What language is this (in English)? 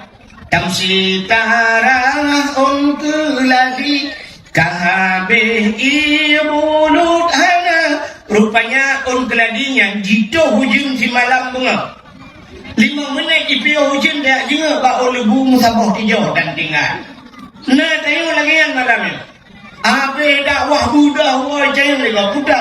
Achinese